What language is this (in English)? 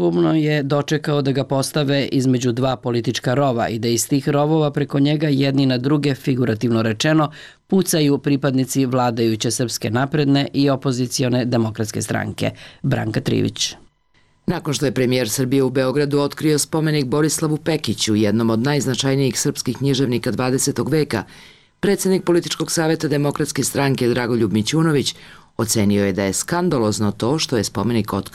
Serbian